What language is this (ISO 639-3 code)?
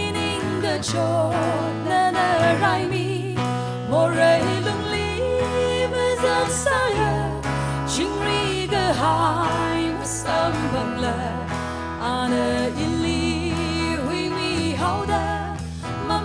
nmf